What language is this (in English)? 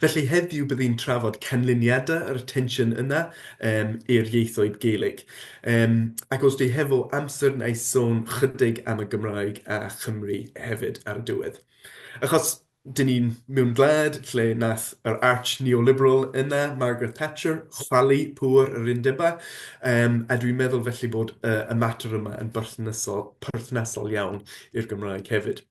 Welsh